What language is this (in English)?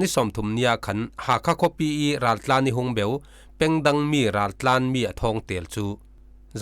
Falam Chin